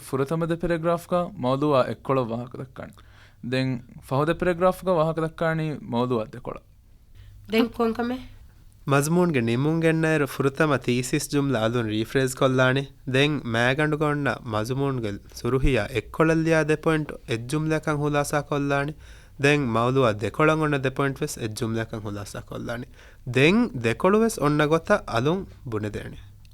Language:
Divehi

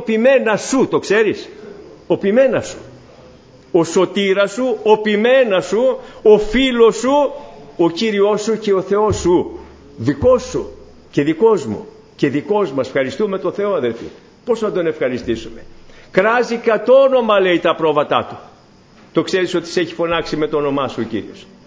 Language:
Greek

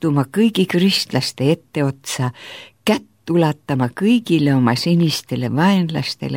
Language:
Estonian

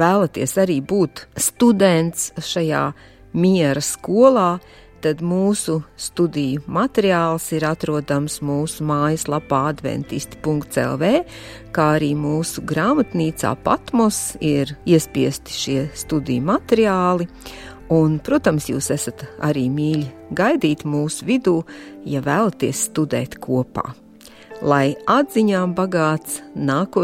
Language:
Latvian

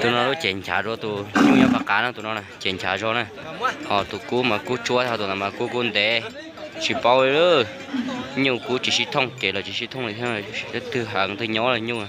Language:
Hmong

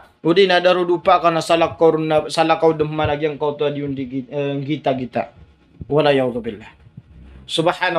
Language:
Maranao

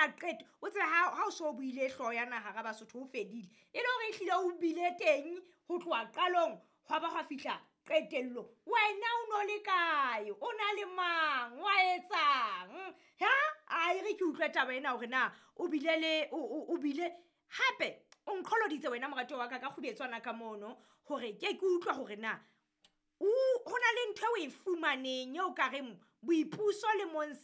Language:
Southern Sotho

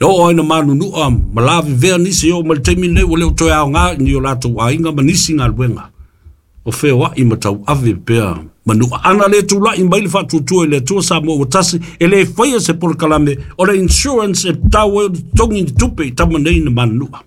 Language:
Samoan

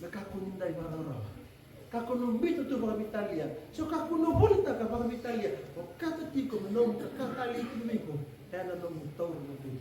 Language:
Fijian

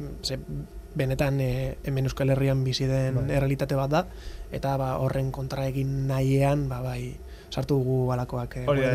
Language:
Basque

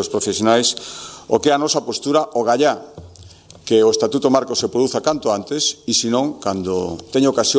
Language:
Galician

